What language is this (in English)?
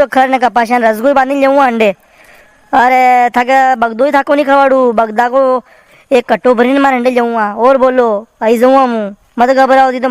Rajasthani